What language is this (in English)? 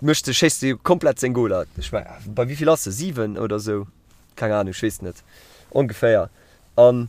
Luxembourgish